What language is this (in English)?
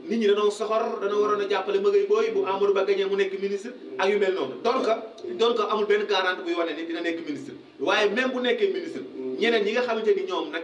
Wolof